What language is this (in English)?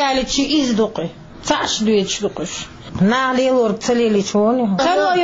Chechen